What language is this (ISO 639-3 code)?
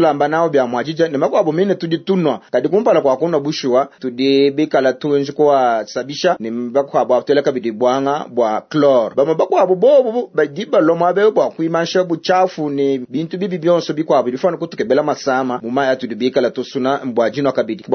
lua